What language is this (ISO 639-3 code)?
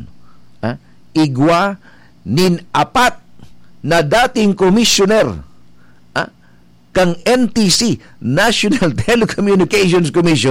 bik